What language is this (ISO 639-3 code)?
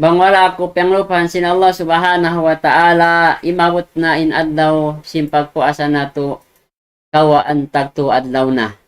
tsg